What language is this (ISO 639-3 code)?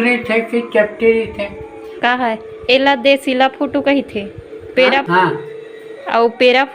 hne